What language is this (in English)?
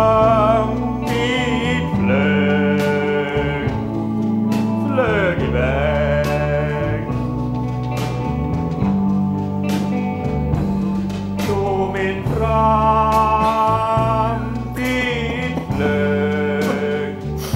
Swedish